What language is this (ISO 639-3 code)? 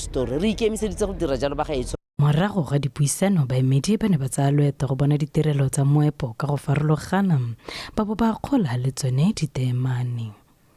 tsn